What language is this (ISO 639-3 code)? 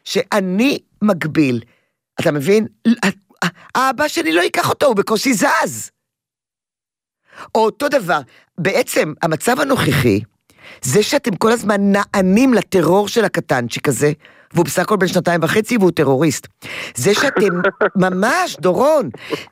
heb